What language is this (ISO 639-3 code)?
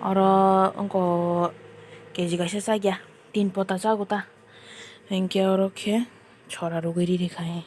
trp